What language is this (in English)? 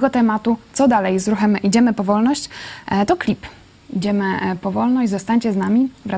Polish